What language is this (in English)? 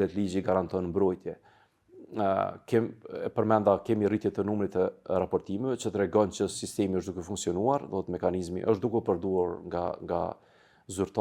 Albanian